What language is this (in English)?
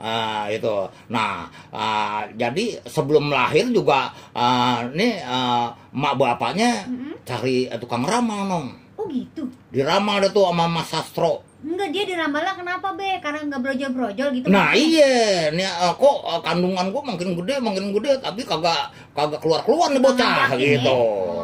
Betawi